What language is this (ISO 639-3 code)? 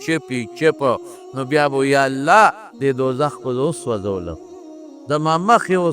pus